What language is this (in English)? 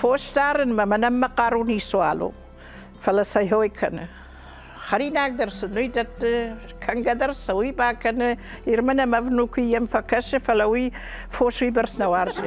Ossetic